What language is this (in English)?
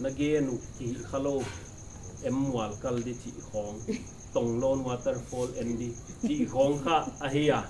Paite Chin